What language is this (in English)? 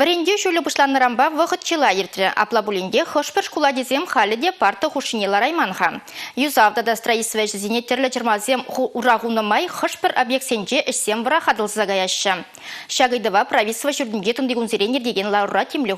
Chuvash